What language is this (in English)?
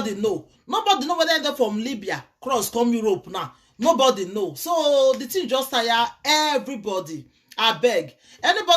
Nigerian Pidgin